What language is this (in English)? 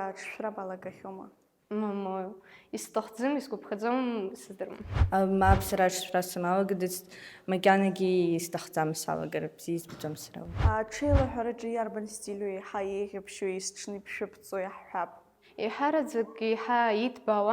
Abkhazian